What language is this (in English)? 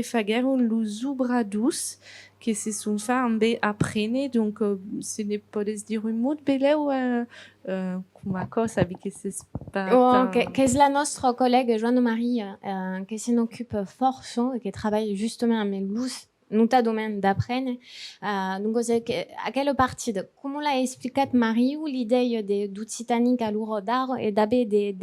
Occitan